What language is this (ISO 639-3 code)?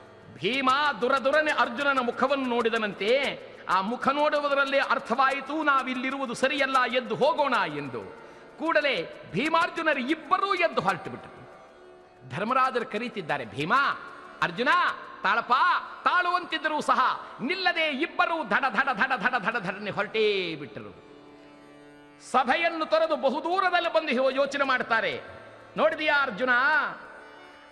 kan